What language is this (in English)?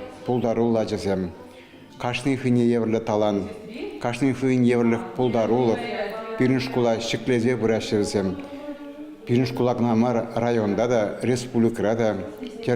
Chuvash